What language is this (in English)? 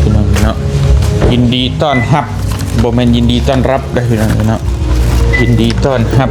Lao